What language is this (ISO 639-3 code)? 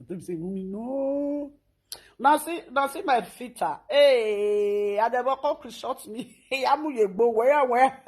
pcm